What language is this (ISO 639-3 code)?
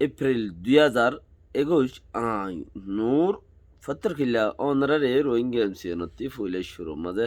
rhg